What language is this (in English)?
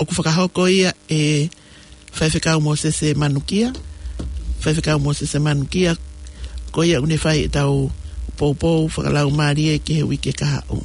Tongan